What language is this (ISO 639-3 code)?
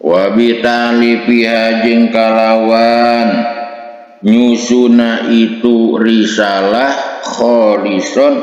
sun